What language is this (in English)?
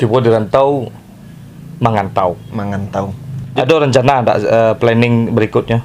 Minangkabau